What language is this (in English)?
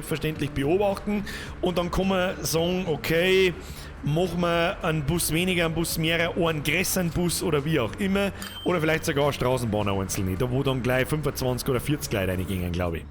Bavarian